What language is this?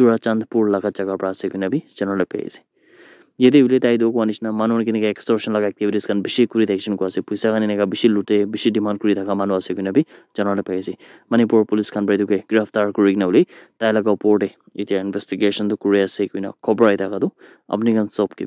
Naga Pidgin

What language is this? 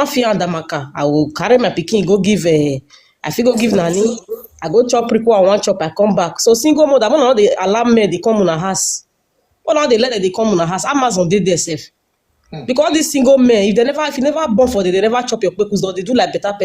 Nigerian Pidgin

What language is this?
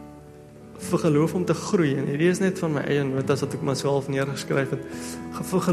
Afrikaans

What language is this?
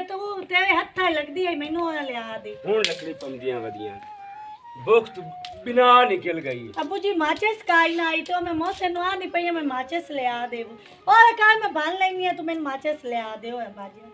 Punjabi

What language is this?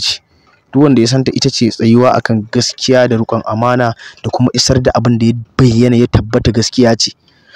Hausa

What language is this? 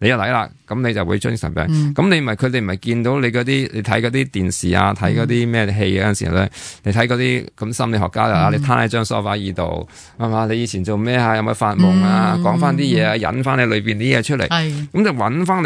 Cantonese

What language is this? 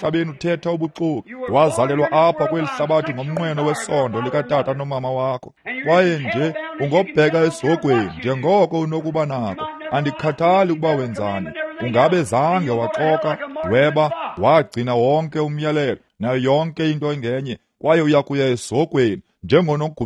Xhosa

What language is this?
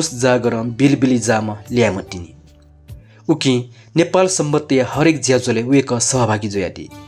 Newari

